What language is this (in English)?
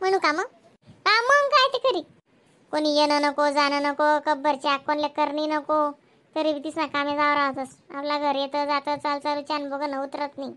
Khandesi